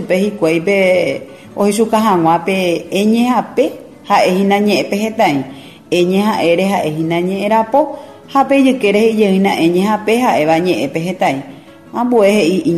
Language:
Guarani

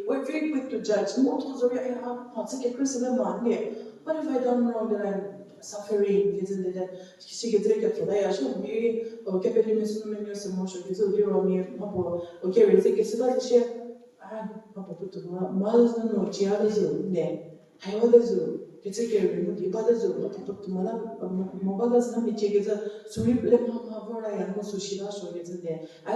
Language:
Angami Naga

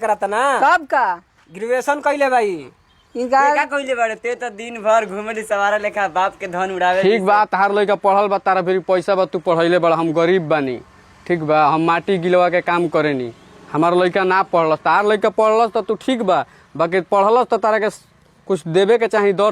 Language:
Bhojpuri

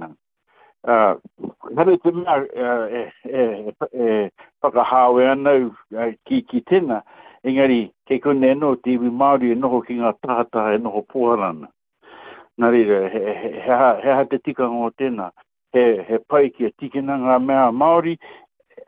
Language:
Māori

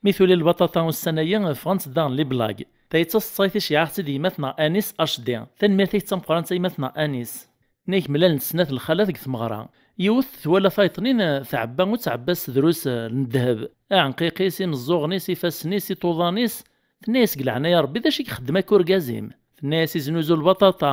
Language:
Kabyle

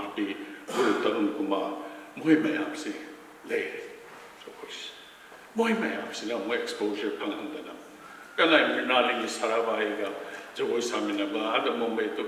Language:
Manipuri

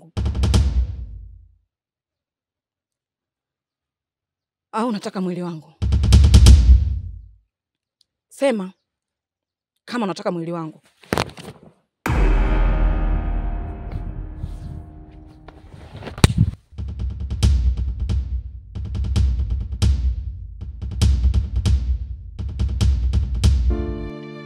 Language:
Swahili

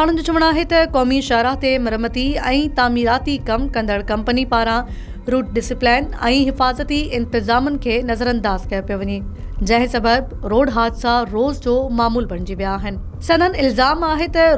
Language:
Sindhi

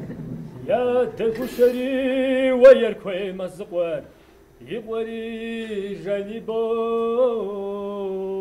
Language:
Kabardian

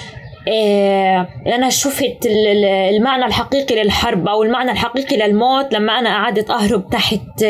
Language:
North Levantine Arabic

